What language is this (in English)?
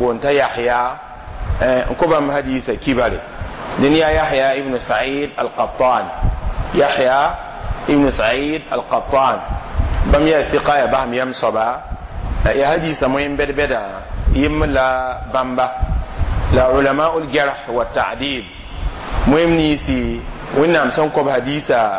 Mossi